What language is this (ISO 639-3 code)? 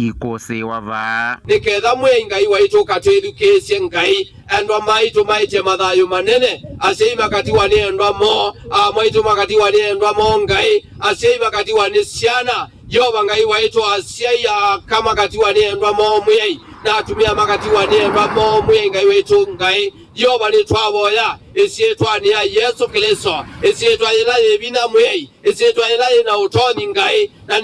kam